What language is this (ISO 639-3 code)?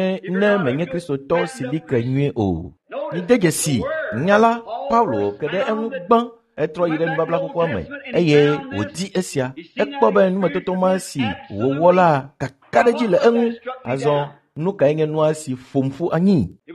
ewe